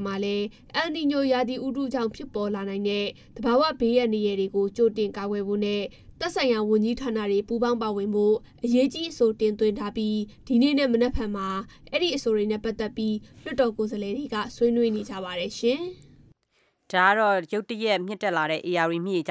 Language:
Burmese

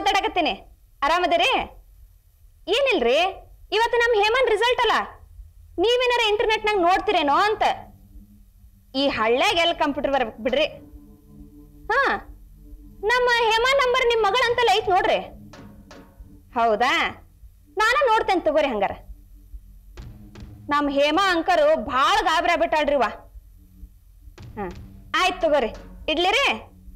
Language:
Kannada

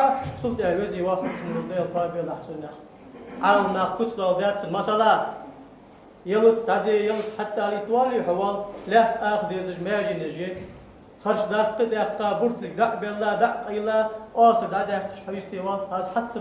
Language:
Ingush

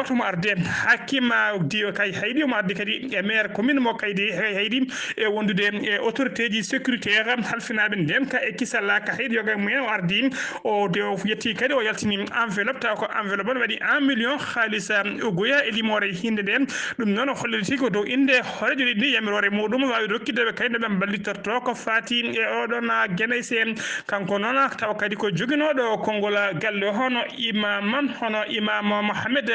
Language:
Fula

